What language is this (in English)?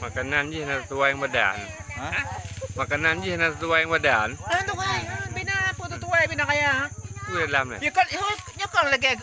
Achinese